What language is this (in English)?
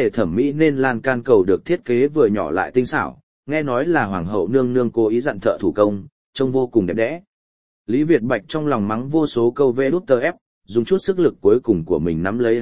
Vietnamese